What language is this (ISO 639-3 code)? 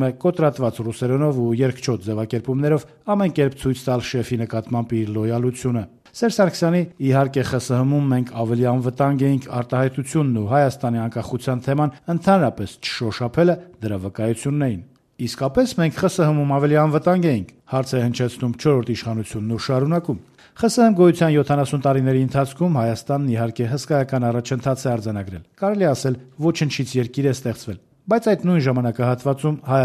hye